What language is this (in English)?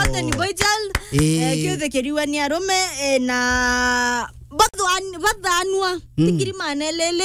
Meru